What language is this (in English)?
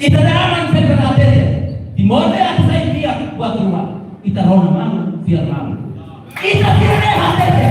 Tetum